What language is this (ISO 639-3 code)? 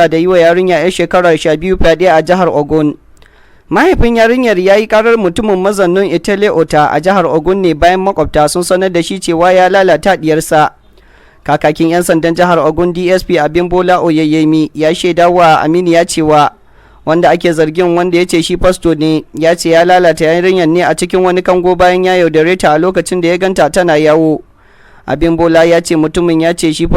hau